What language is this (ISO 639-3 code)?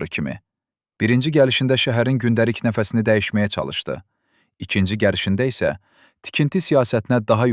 aze